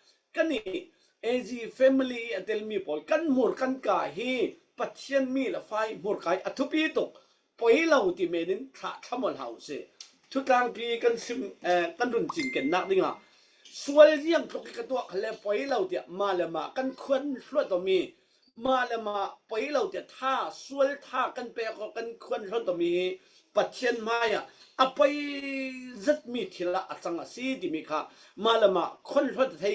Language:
Falam Chin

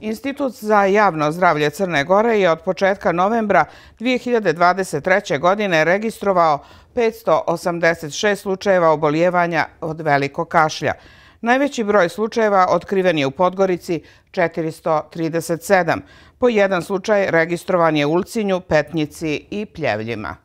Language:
Serbian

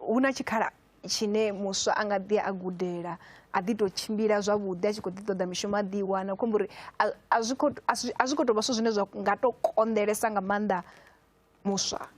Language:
Venda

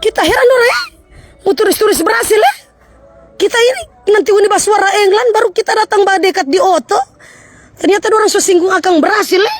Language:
Manado Malay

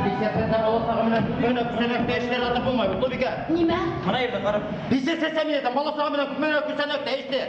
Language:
Bashkir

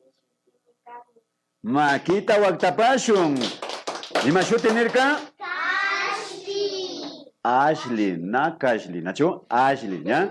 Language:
Imbabura Highland Quichua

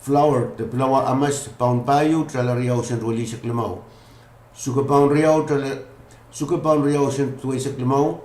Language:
Pohnpeian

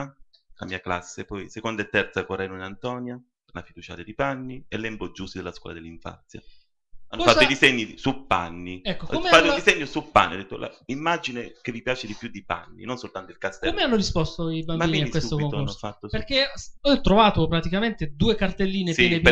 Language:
Italian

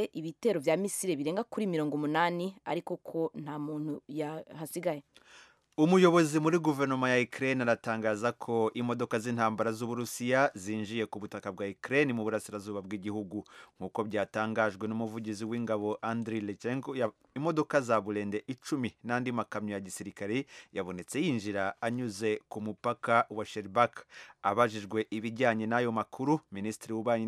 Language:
Kinyarwanda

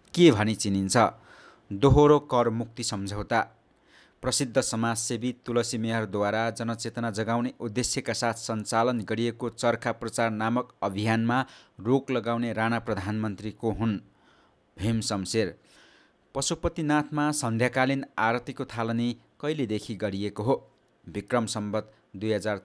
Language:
Nepali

